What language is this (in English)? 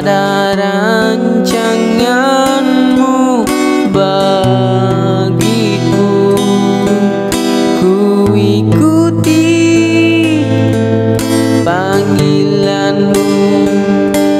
Malay